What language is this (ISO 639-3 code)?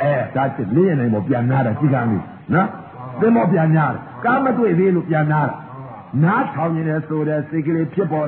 mya